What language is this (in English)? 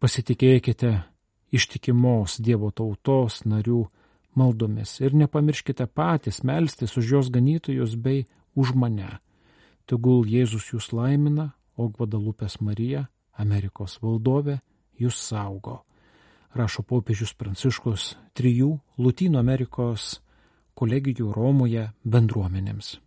Lithuanian